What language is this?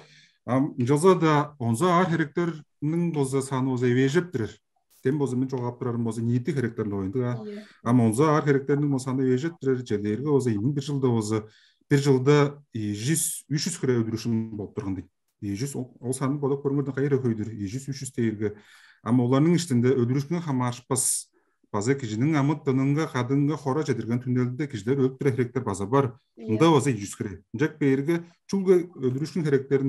Tuvinian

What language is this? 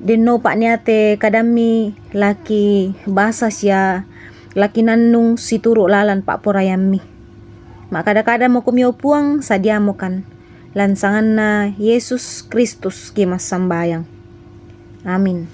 Toraja-Sa'dan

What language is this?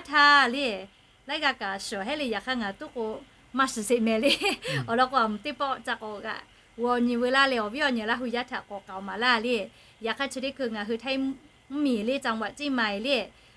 Lahu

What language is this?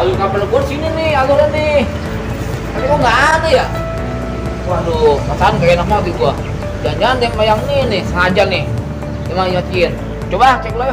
Betawi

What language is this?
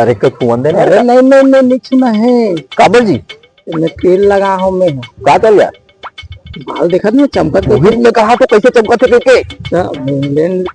Chhattisgarhi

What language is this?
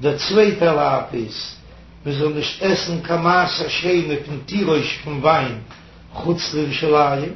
Yiddish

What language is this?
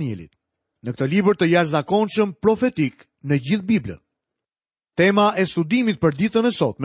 Albanian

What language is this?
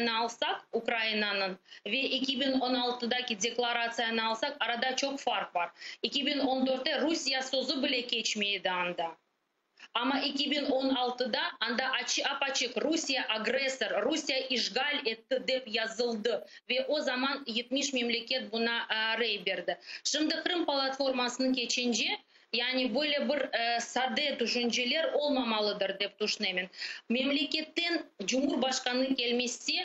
Crimean Tatar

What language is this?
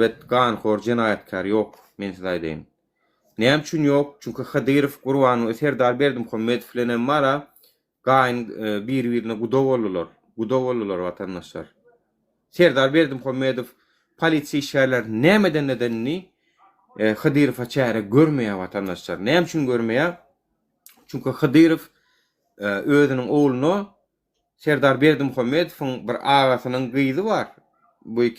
Turkmen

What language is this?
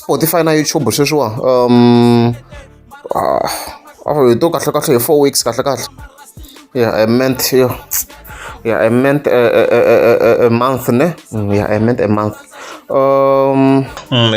Tsonga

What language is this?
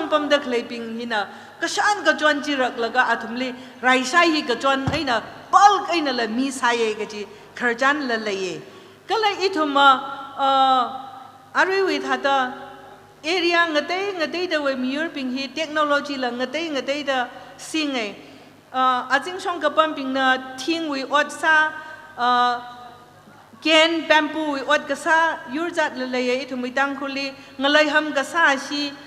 Tangkhul Naga (India)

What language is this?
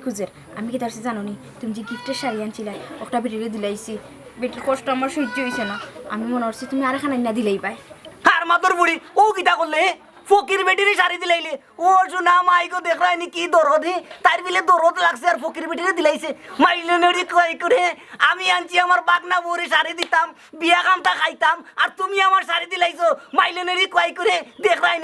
Sylheti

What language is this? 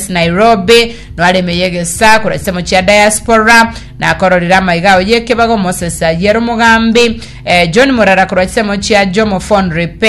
Gusii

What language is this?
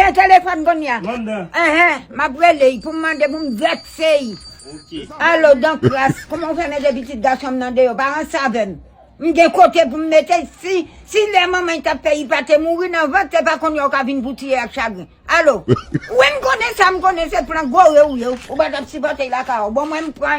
Haitian Creole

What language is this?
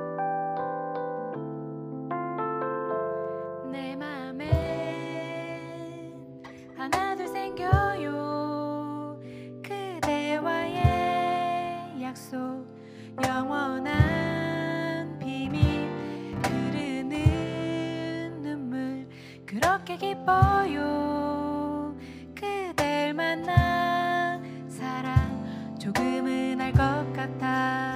Korean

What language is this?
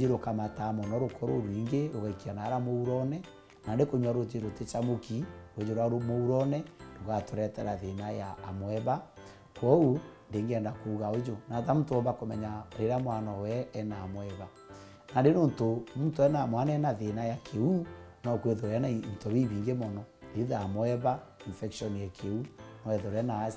Meru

